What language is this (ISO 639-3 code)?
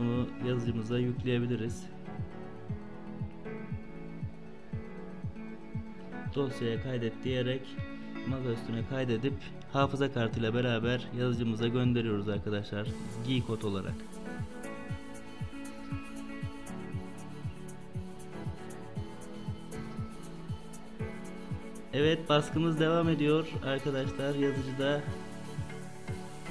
tur